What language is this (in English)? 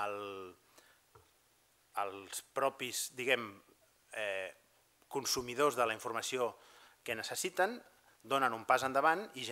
Catalan